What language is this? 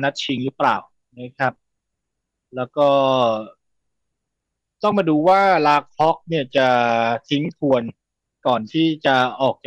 Thai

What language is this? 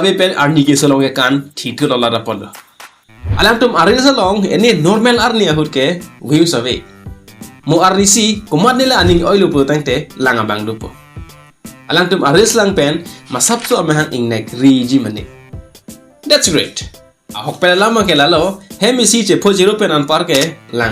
Karbi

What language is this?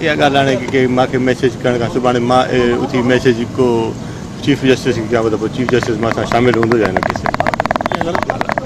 Sindhi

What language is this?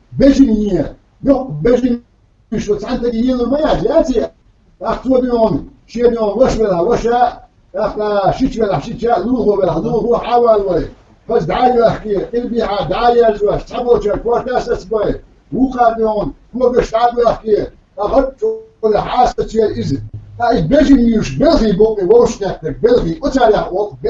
Chechen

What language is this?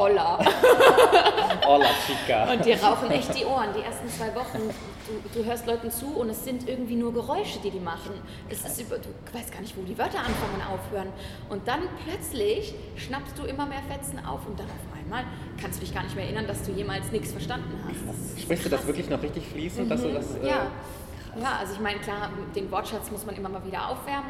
German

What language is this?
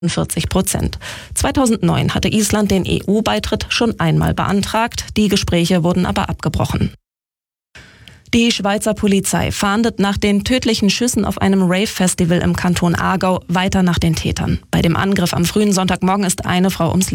German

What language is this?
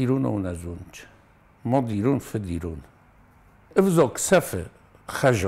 Ossetic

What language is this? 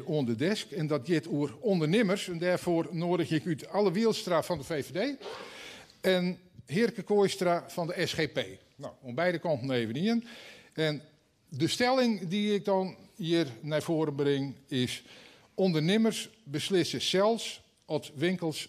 Western Frisian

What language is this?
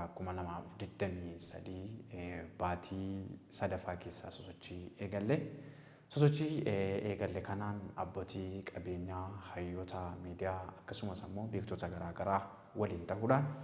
Oromo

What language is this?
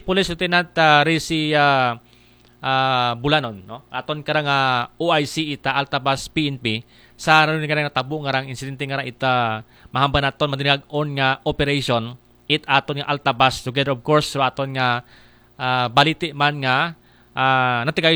Aklanon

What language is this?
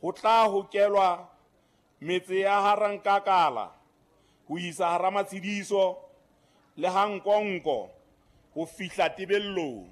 Southern Sotho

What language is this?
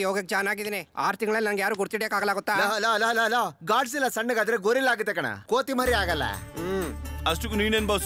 Kannada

